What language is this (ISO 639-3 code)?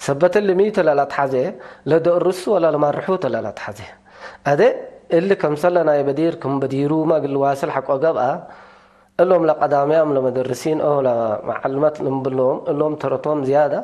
tig